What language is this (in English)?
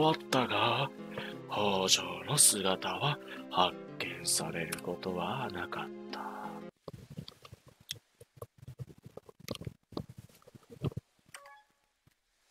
Japanese